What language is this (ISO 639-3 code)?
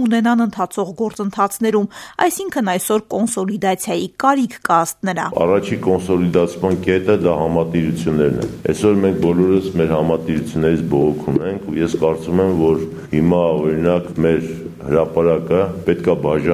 hye